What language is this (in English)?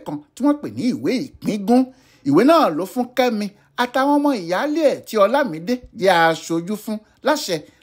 Yoruba